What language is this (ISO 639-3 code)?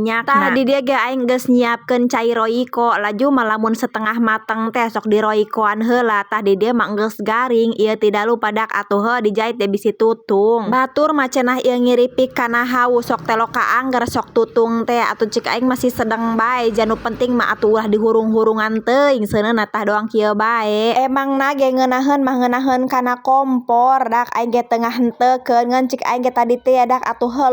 sun